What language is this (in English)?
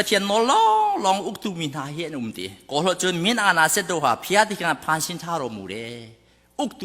Hakha Chin